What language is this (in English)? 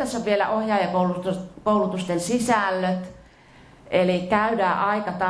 Finnish